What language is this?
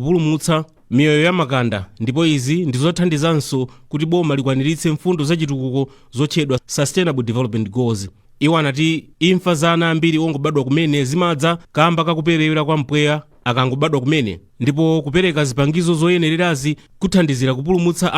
Nyanja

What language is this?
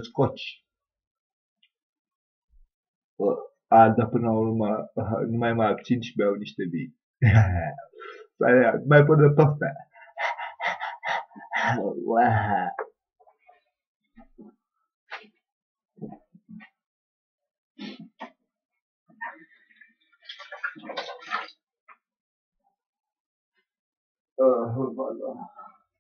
Romanian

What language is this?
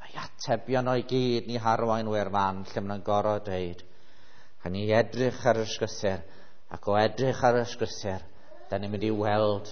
Welsh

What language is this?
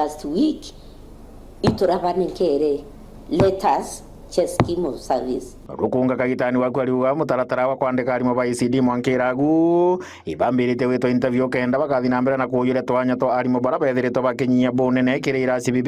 Meru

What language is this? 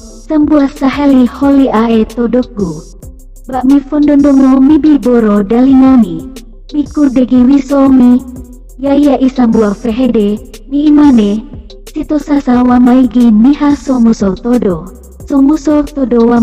Nias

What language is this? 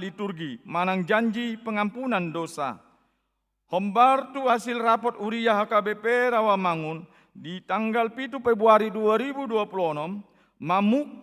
Batak Toba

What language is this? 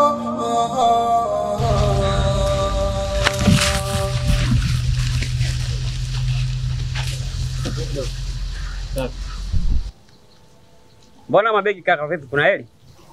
Swahili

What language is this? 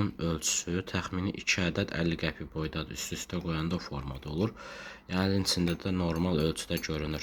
Azerbaijani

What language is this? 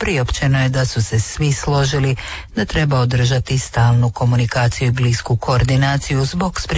Croatian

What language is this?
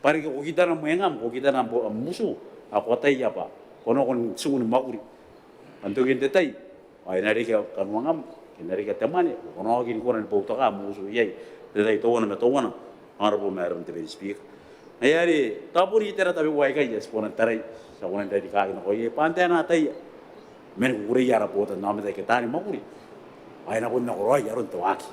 Gilbertese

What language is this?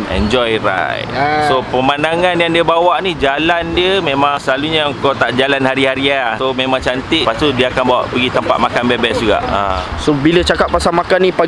Malay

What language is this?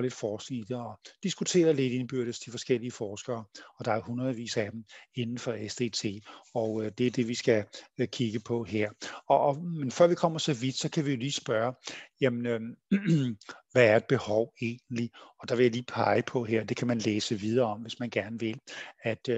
Danish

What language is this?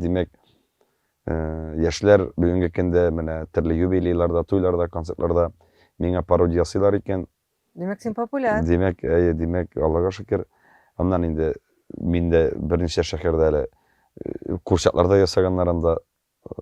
Tatar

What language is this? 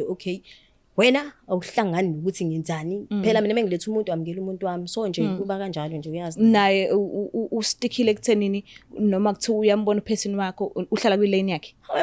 Zulu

